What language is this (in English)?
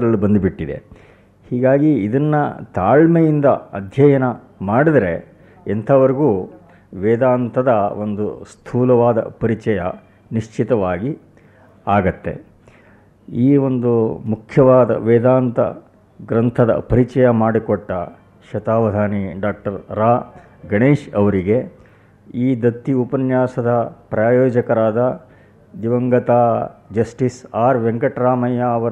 Kannada